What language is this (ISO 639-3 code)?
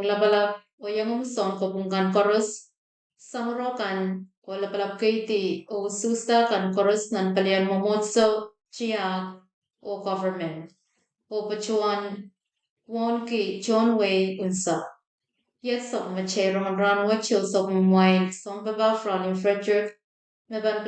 pon